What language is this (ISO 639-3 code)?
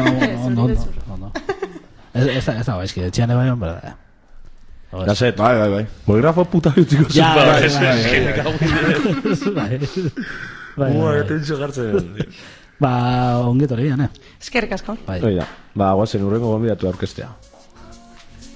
eus